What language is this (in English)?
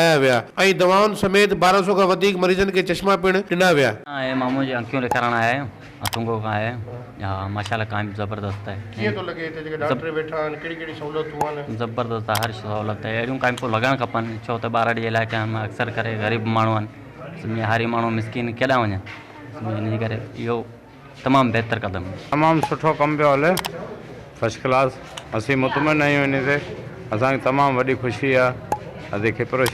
Sindhi